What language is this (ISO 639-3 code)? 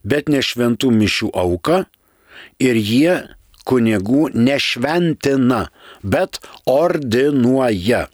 lit